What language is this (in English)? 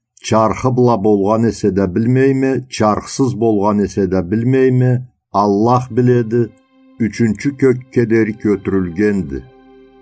Karachay-Balkar